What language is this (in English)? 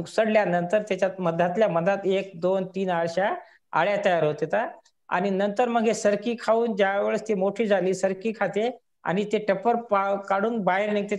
Marathi